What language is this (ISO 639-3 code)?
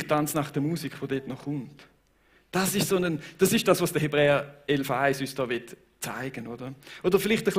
gsw